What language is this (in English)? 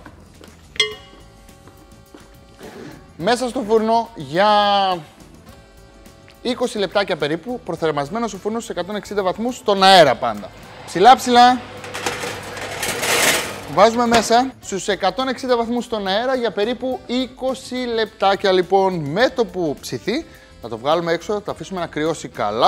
Greek